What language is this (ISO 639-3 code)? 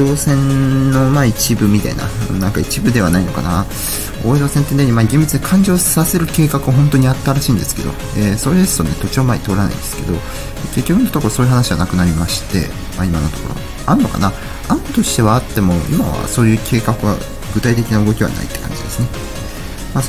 jpn